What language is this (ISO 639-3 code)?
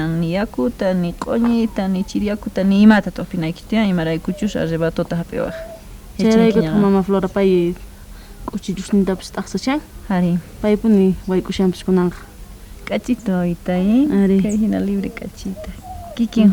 quh